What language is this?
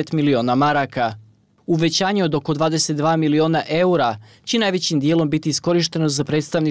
Bosnian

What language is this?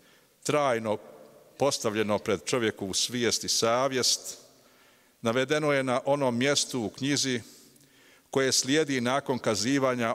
Bosnian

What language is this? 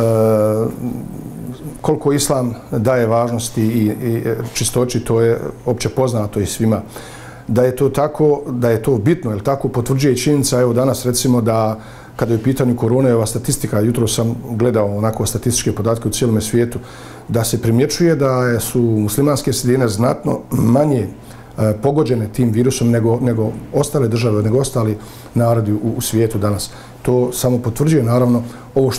Bosnian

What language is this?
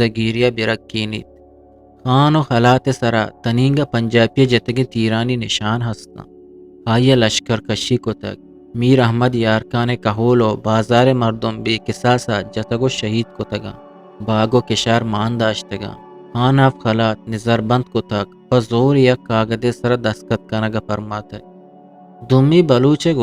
Eastern Balochi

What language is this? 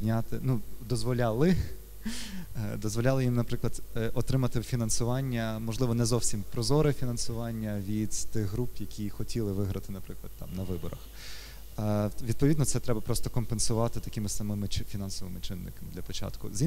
Ukrainian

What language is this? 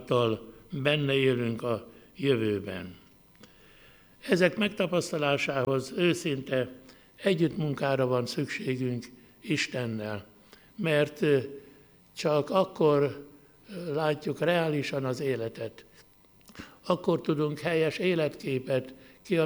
Hungarian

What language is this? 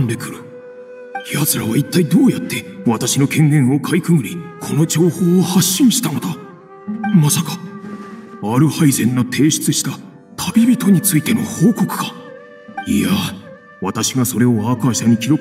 Japanese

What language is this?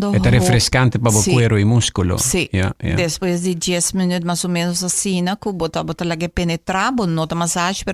Papiamento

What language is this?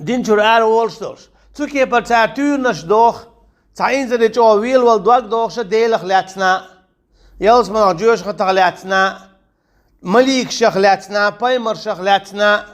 Chechen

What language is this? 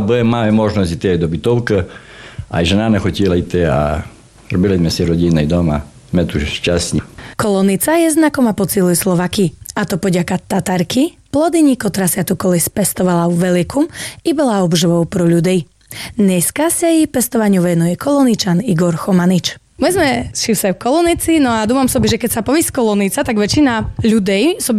Slovak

